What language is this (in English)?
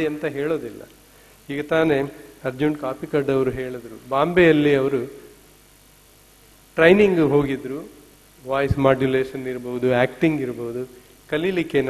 Kannada